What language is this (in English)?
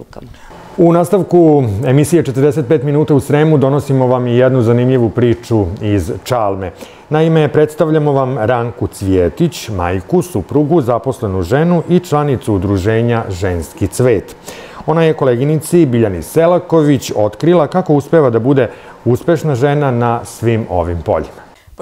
Serbian